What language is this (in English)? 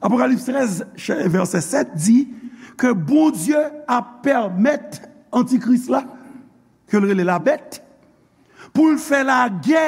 Haitian Creole